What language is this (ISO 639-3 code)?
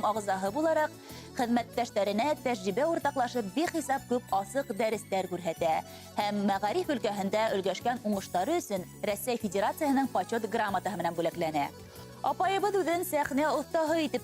bak